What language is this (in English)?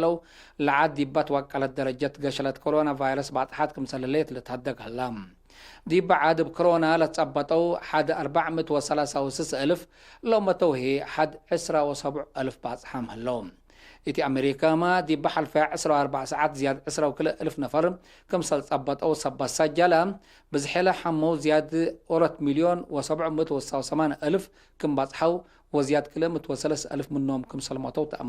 Tigre